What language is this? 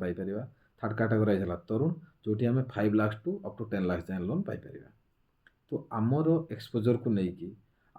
Odia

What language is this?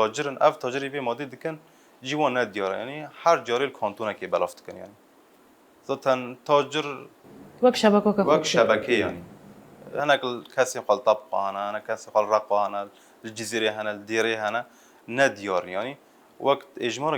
Kurdish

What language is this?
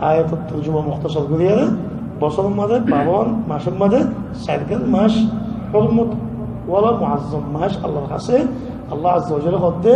Rohingya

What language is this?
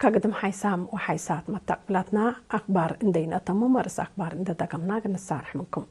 Tigre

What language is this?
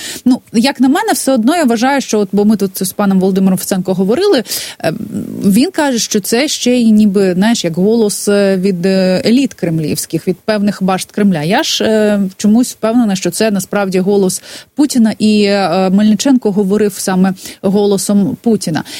Ukrainian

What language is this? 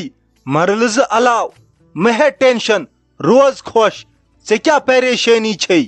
Kashmiri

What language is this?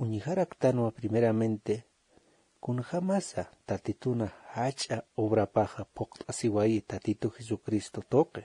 Aymara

